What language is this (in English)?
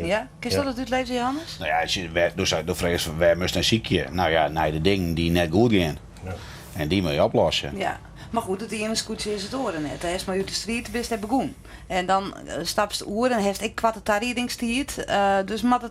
Western Frisian